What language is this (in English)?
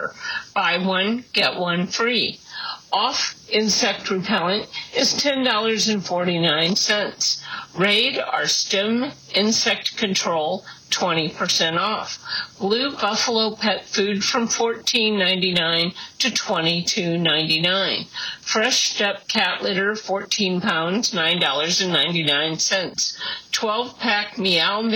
English